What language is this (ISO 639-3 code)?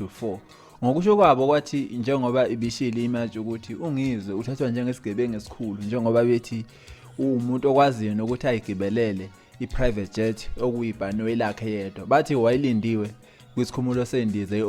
zul